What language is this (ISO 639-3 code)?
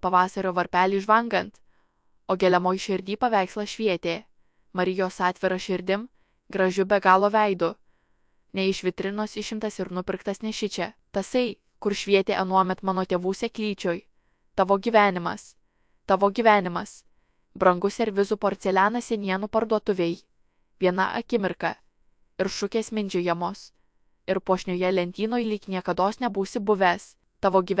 lit